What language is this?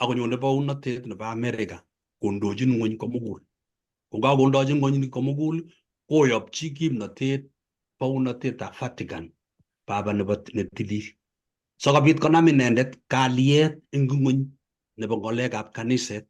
Kalenjin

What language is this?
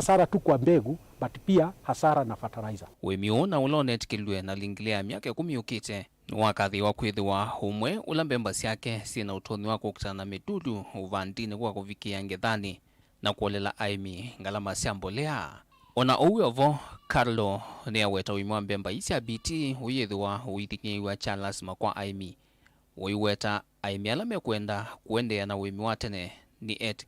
Kamba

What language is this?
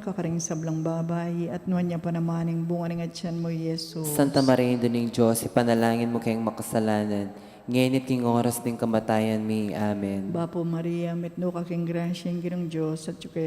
Pampanga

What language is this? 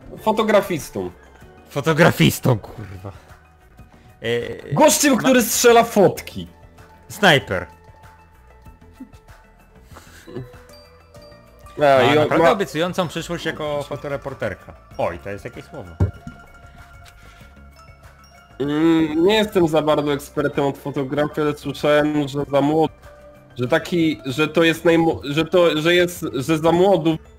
Polish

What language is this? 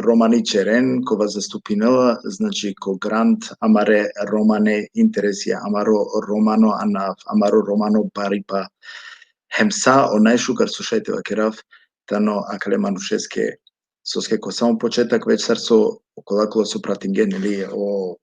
Balkan Romani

